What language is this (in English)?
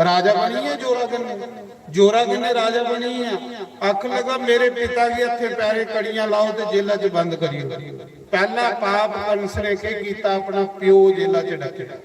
Dogri